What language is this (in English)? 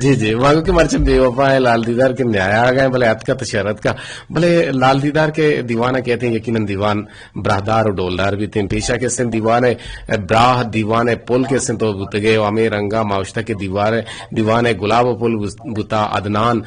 Eastern Balochi